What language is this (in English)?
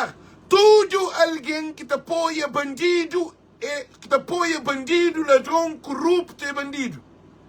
Kabuverdianu